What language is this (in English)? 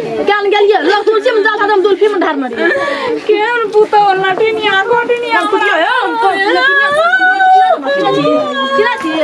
Maithili